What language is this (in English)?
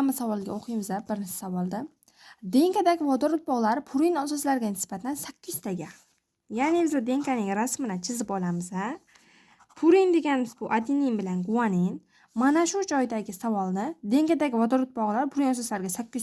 Uzbek